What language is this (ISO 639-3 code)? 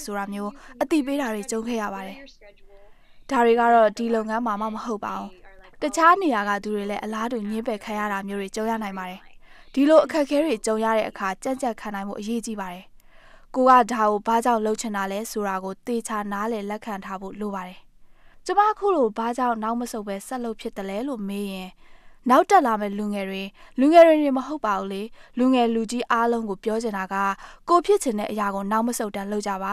mya